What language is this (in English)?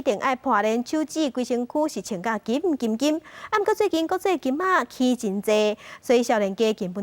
Min Nan Chinese